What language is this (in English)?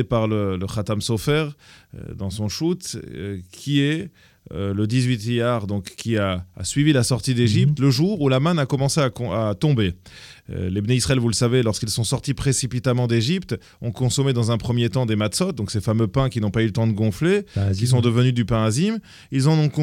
French